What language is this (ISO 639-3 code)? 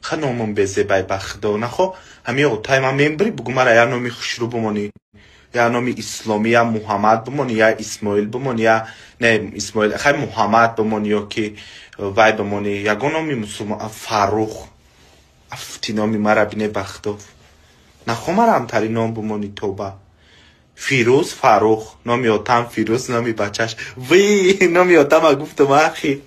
tgk